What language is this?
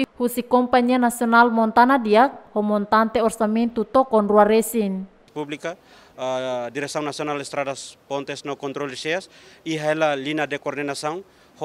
Tetum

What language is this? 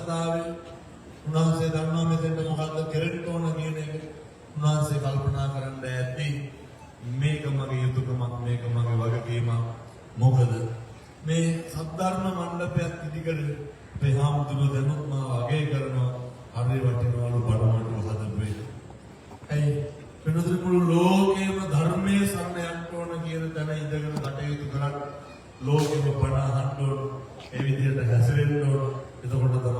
Sinhala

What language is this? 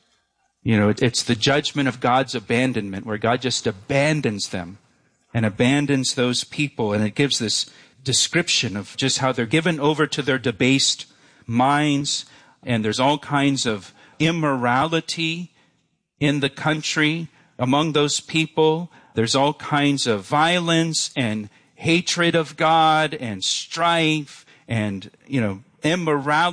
English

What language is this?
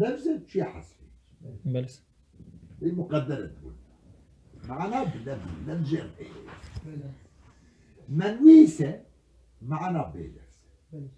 Kurdish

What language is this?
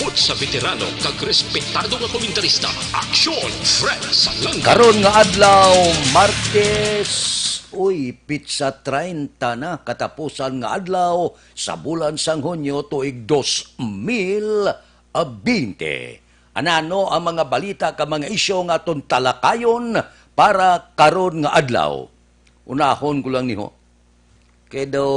Hiligaynon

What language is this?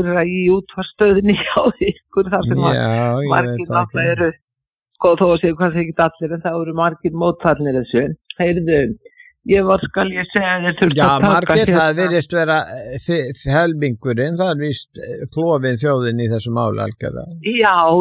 Icelandic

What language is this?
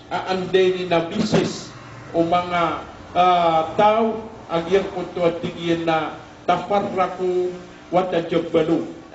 Maranao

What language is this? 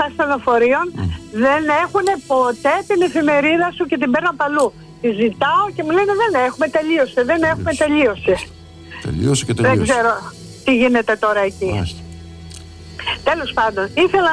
Greek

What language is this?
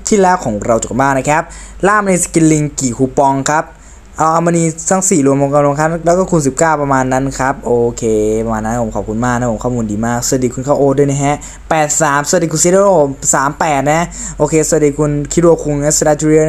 Thai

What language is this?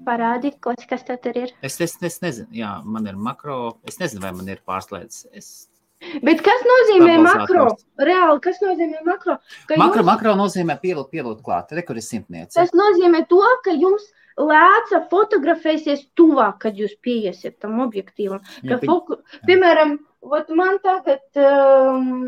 Latvian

